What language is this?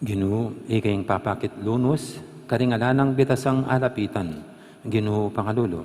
Pampanga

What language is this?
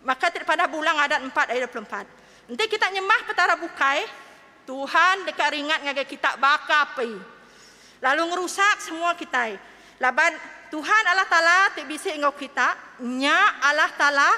Iban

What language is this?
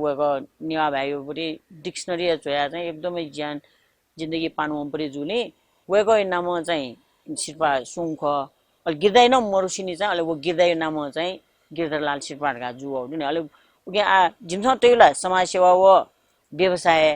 Newari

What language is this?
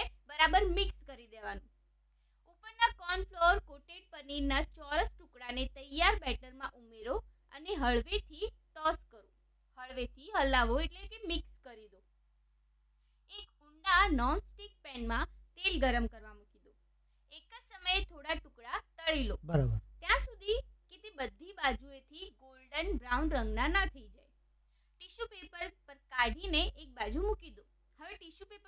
Gujarati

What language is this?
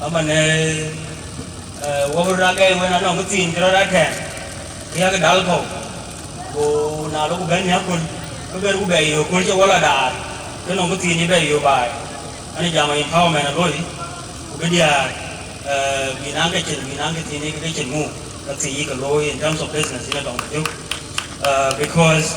Dinka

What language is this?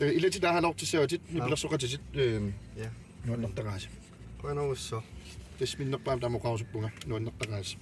Kalaallisut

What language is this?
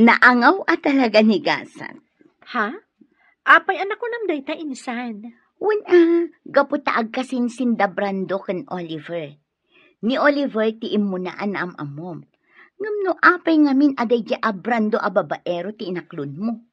Iloko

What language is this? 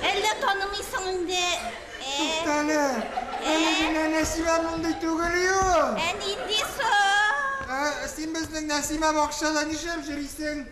Tatar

